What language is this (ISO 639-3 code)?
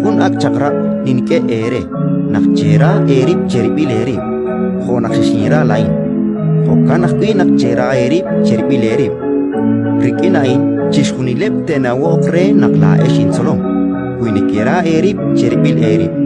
kek